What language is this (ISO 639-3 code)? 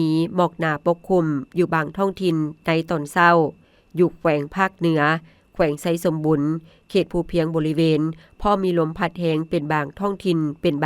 lao